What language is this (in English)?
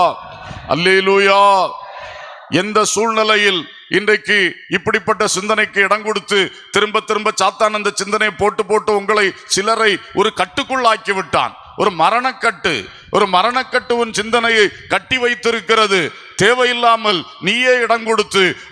Tamil